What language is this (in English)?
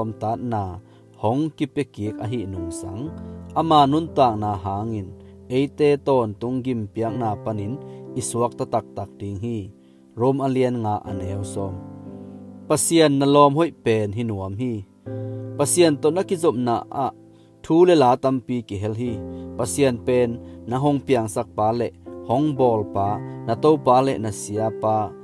Tedim Chin